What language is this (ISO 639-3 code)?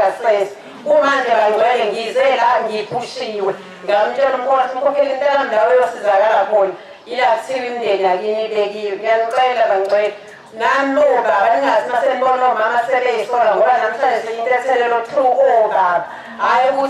zul